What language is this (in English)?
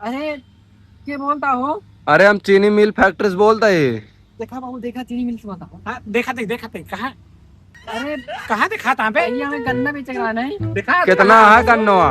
Awadhi